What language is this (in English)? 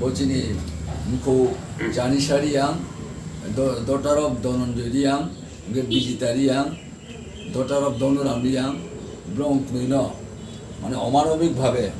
Riang (India)